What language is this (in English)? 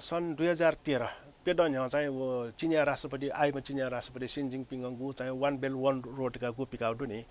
Newari